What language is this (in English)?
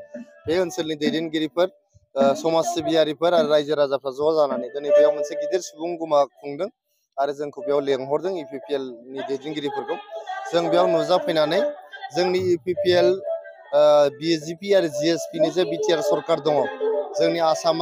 Bodo